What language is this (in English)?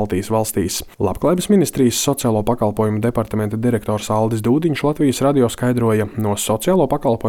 Latvian